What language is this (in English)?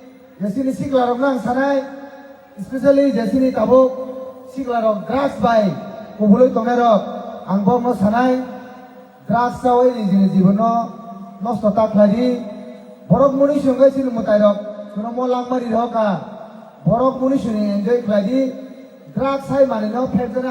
Kok Borok